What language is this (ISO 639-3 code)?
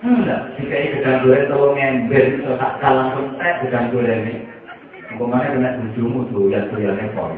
jav